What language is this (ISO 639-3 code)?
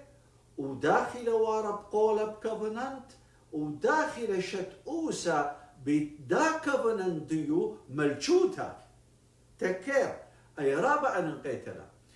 aii